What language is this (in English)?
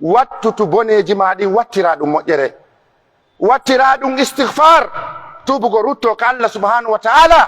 Pular